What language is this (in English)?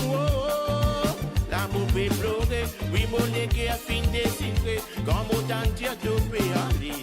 Morisyen